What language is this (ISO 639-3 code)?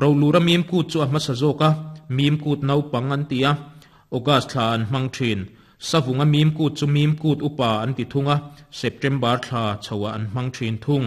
lus